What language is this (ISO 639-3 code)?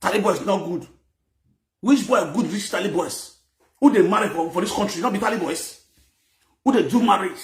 pcm